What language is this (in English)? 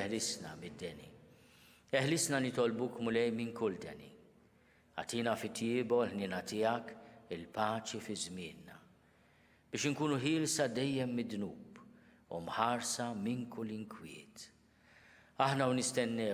Maltese